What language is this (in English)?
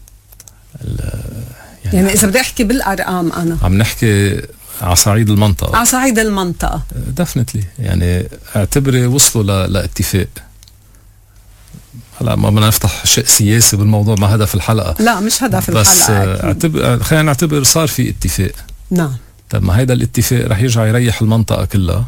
North Levantine Arabic